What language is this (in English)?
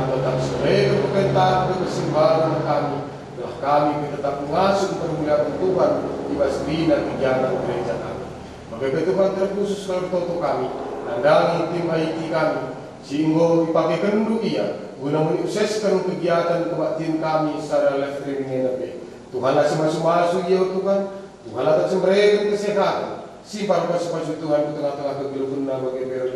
Batak Karo